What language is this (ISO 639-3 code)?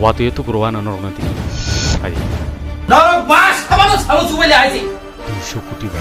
trp